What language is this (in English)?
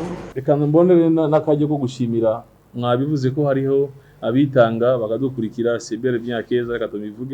Rundi